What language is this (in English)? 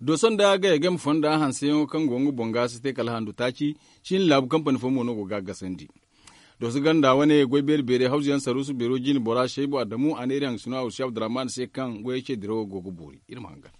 Zarma